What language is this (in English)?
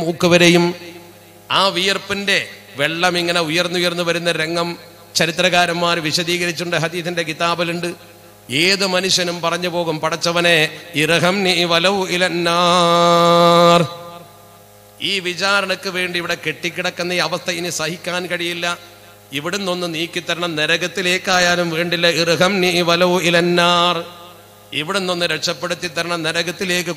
Malayalam